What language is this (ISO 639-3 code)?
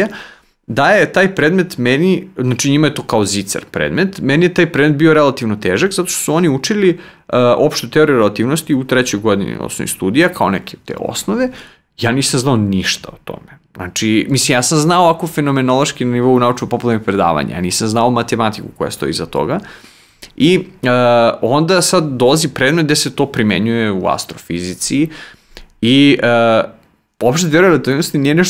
srp